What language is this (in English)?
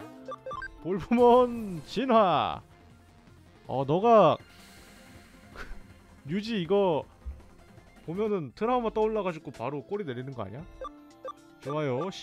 Korean